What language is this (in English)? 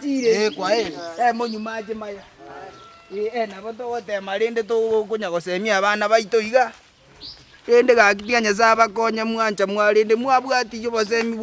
Gusii